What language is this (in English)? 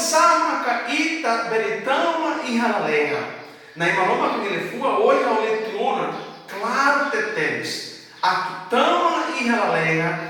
Tetum